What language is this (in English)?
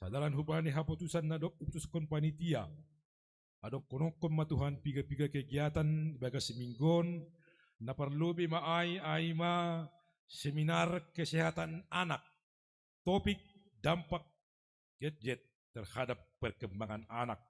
Batak Simalungun